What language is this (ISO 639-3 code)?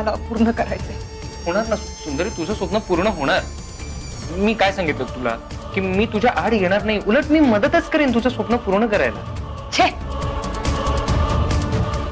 mar